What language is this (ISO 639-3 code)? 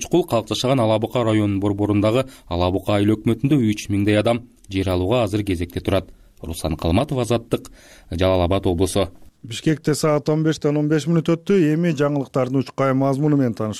kir